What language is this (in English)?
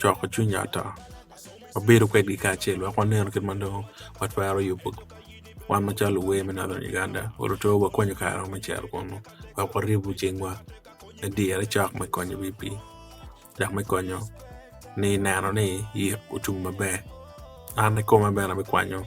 Acoli